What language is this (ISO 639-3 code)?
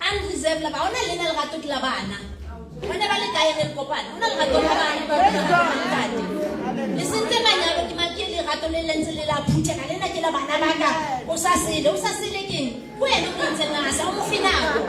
sot